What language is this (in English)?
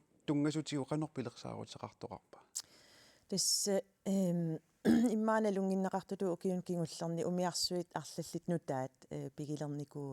Kalaallisut